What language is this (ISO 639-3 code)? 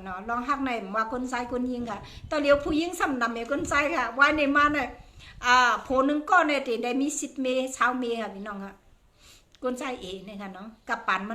shn